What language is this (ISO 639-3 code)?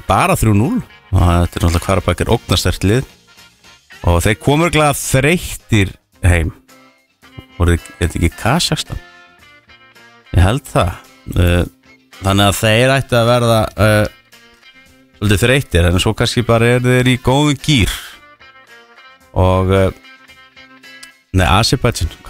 isl